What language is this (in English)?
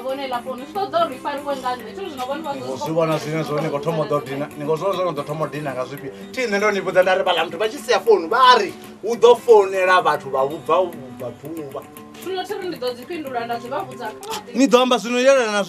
Venda